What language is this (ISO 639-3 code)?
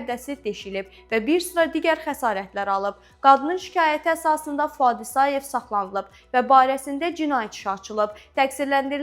aze